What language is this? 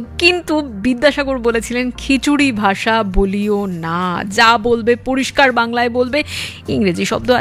Bangla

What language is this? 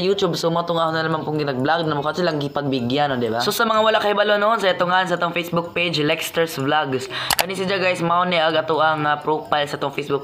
Cebuano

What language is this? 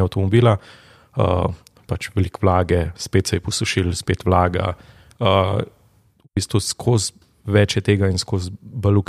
Slovenian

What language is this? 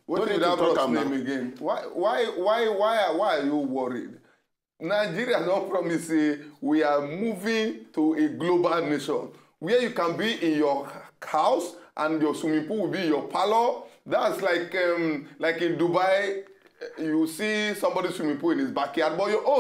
Nigerian Pidgin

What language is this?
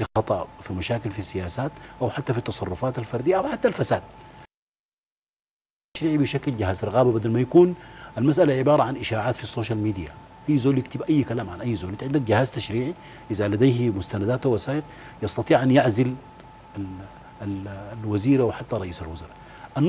Sudanese Arabic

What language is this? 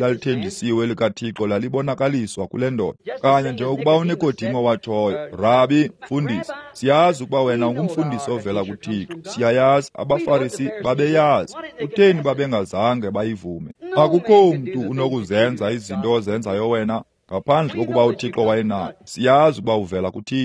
Xhosa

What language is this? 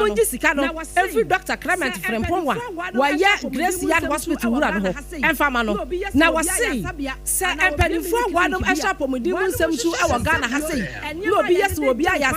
Akan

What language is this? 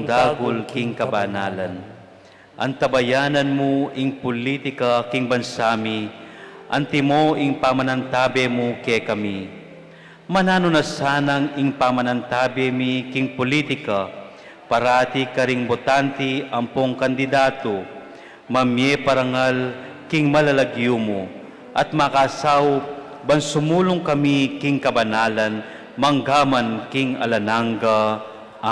Pampanga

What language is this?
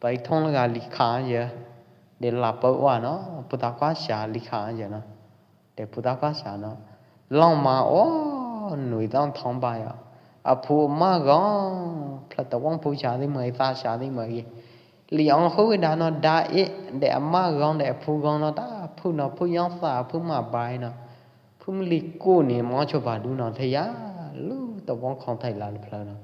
Pwo Eastern Karen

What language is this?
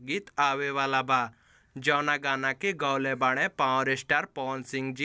Bhojpuri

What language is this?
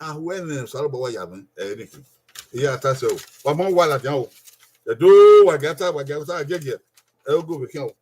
Bini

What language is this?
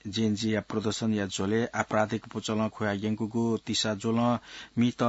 Newari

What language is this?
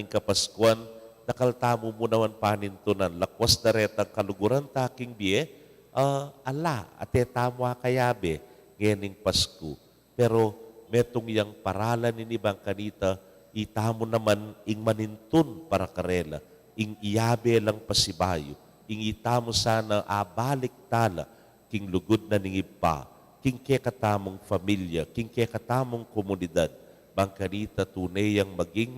Pampanga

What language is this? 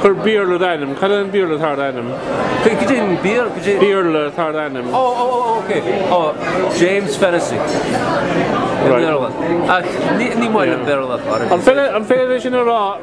Irish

